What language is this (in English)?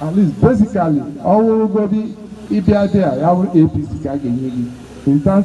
Igbo